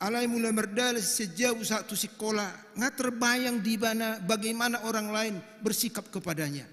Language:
Batak Toba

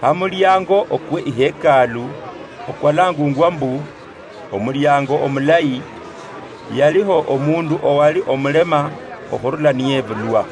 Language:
Luyia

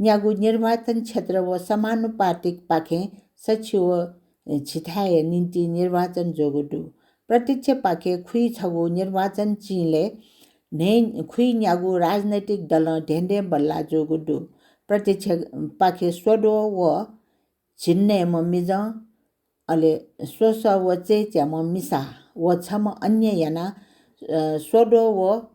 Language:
Newari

